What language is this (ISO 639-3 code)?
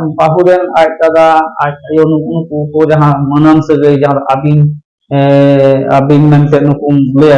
sat